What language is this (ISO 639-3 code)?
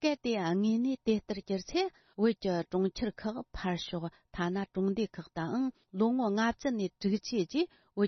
bod